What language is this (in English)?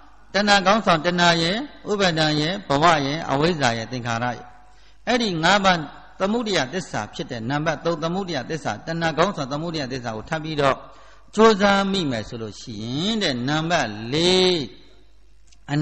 Burmese